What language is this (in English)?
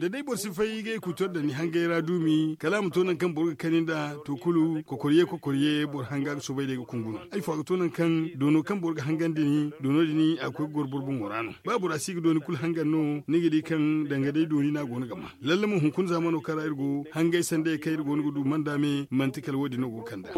Zarma